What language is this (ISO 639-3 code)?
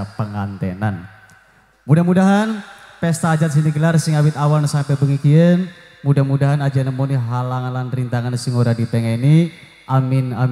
jav